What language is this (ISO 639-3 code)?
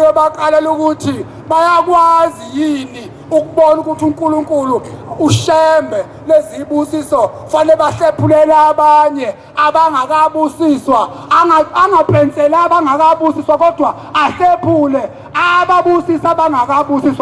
zul